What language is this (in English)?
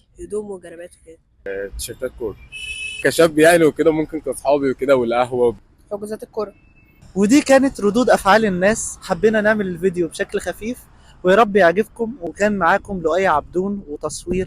Egyptian Arabic